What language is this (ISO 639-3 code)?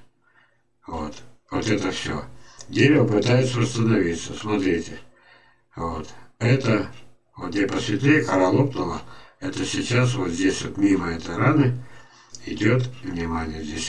rus